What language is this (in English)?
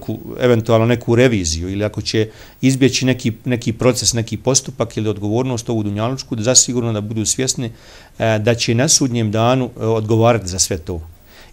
Bosnian